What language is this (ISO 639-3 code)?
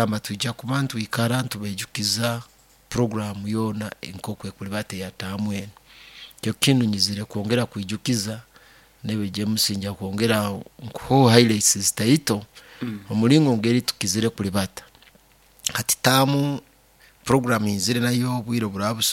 nyo